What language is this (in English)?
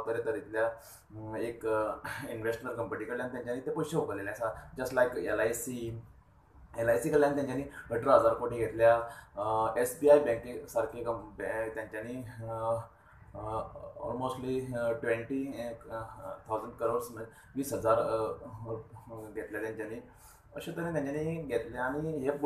Konkani